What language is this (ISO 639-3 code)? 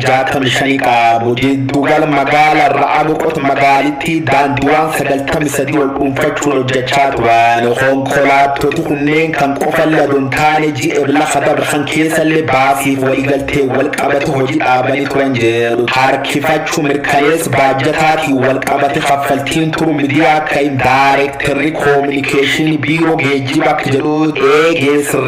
orm